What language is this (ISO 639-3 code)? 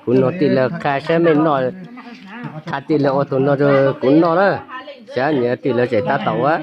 hmn